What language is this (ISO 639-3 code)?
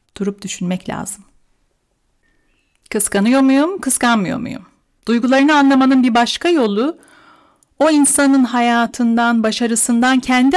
tur